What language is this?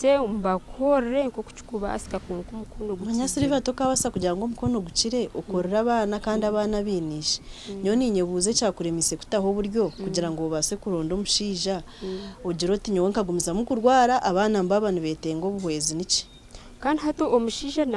Nyankole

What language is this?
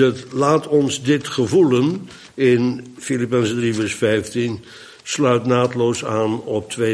Dutch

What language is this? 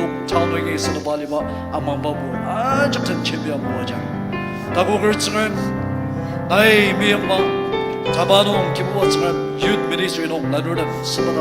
Ao Naga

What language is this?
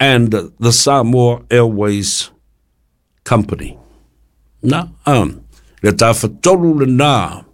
Samoan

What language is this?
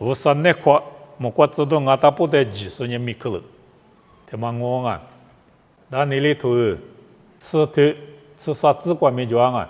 Lisu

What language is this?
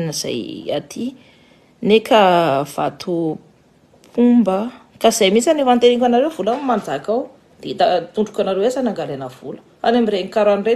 Malagasy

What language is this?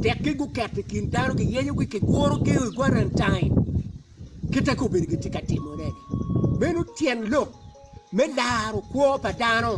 Acoli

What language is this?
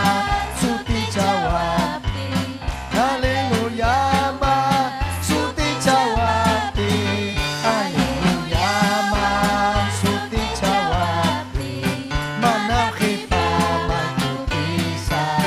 Ayacucho Quechua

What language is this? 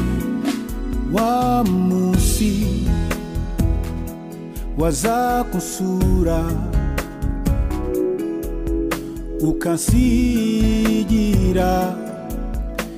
Kinyarwanda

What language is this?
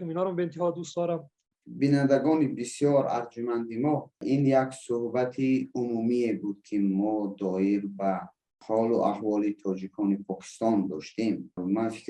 Persian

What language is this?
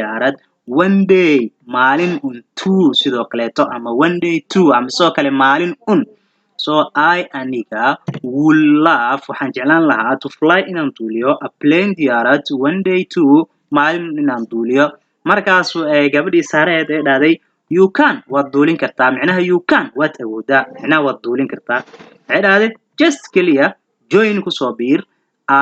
Somali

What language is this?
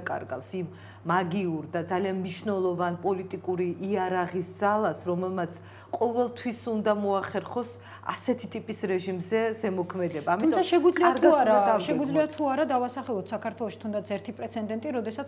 Georgian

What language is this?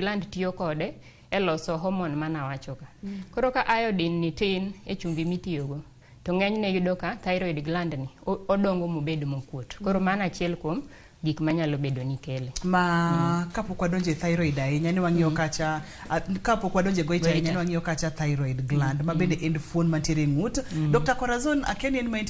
Luo (Kenya and Tanzania)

